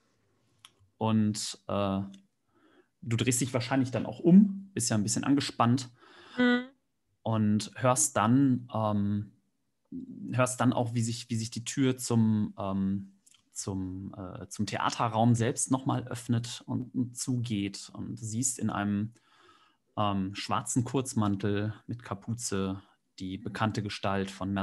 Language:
German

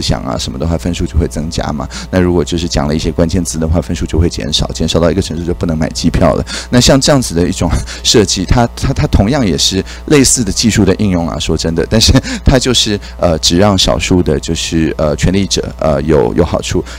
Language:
Chinese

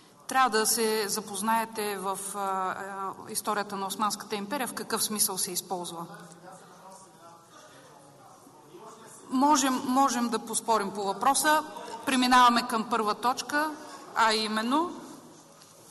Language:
Bulgarian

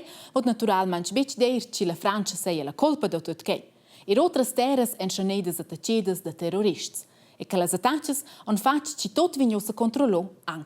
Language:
Romansh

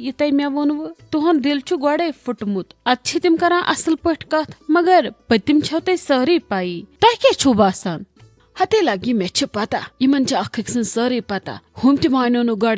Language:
Kashmiri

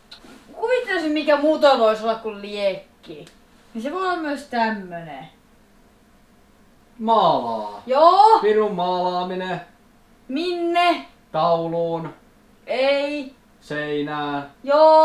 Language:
Finnish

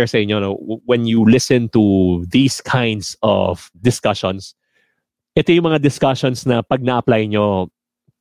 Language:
Filipino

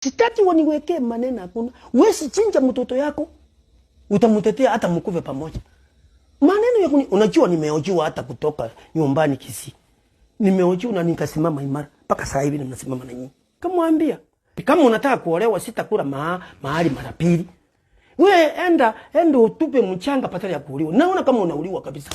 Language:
Swahili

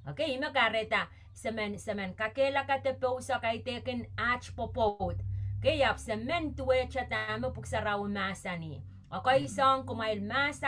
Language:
Pohnpeian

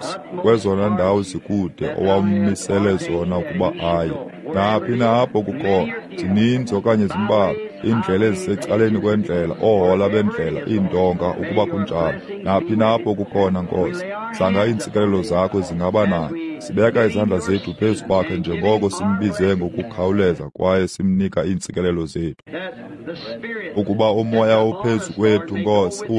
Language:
Xhosa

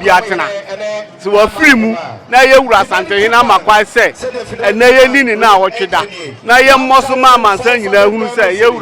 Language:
Akan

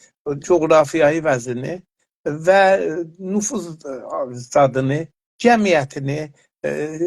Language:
South Azerbaijani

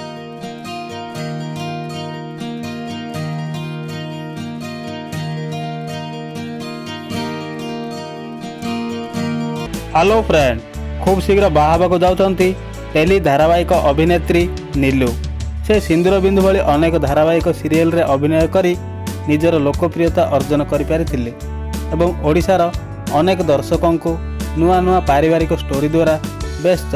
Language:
Odia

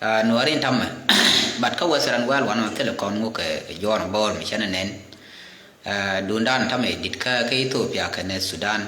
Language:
Nuer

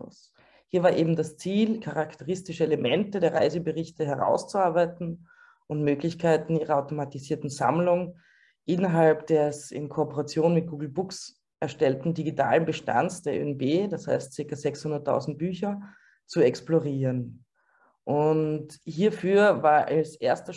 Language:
German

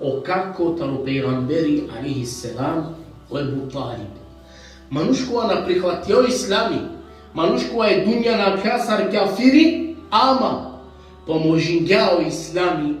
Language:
Balkan Romani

